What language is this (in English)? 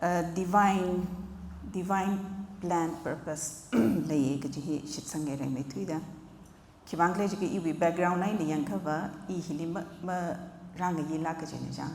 Tangkhul Naga (India)